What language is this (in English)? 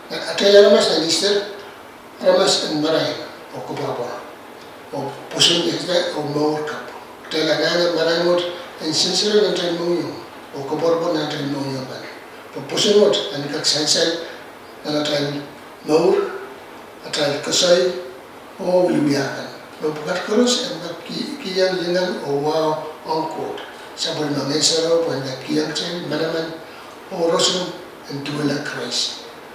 Pohnpeian